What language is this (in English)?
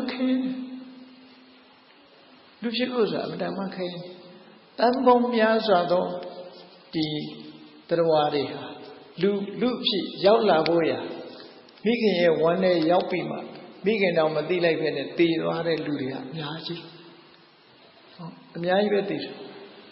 Burmese